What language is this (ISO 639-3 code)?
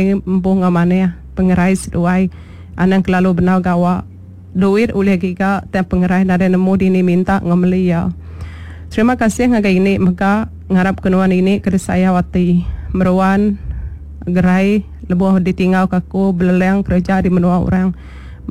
iba